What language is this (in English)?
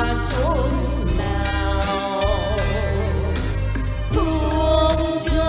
Vietnamese